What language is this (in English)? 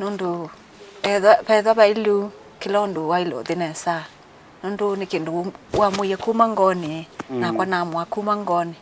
Kamba